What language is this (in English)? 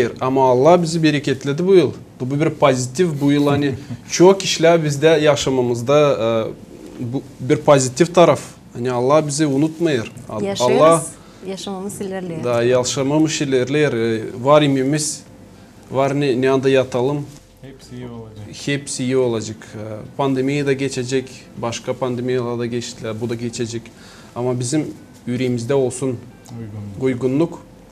Gagauz